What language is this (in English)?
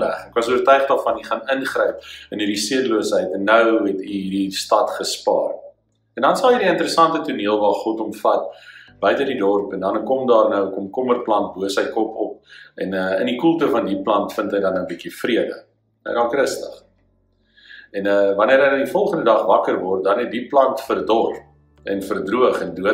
Afrikaans